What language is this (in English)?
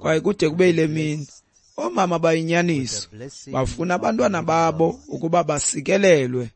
Xhosa